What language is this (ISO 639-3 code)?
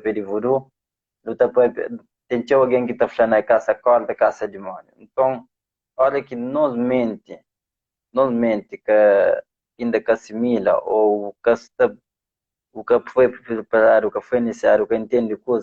kea